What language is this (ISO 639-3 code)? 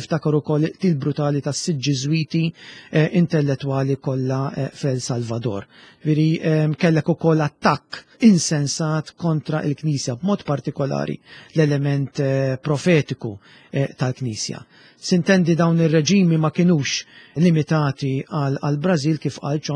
mlt